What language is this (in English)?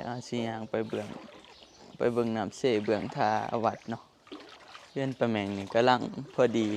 Lao